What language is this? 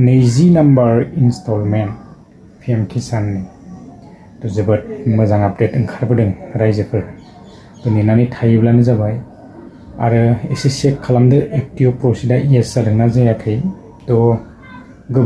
Bodo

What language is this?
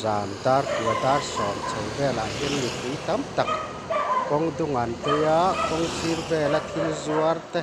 Mizo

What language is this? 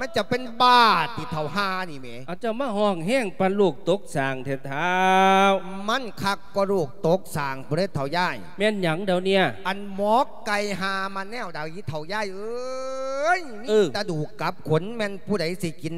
Lao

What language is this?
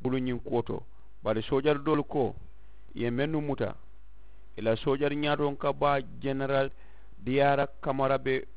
Mandingo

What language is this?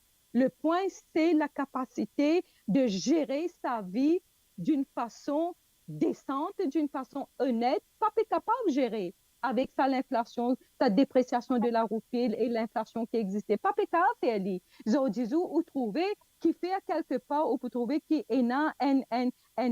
Morisyen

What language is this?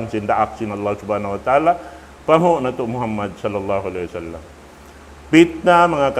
Tausug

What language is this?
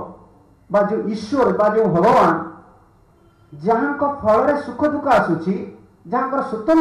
Odia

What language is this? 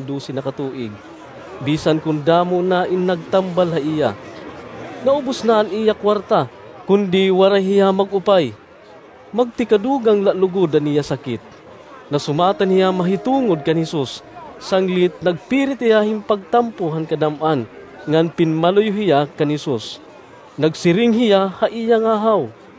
Waray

